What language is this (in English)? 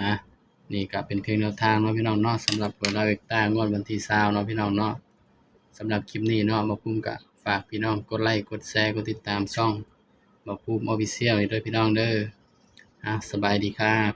Northeastern Thai